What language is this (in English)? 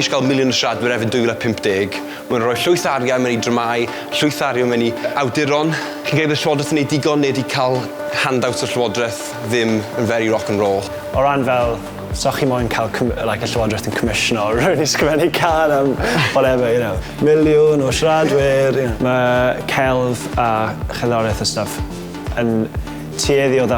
Welsh